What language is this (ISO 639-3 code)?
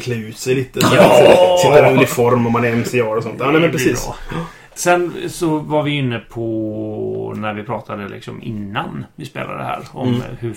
swe